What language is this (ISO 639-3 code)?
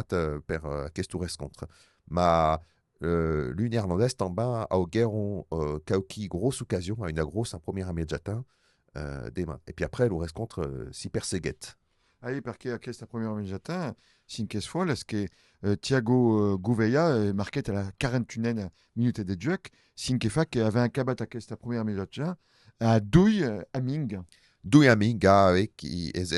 oci